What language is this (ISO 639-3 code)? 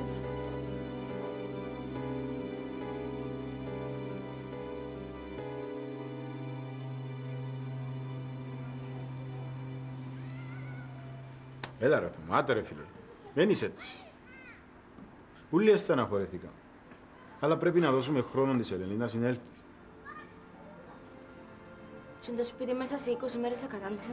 ell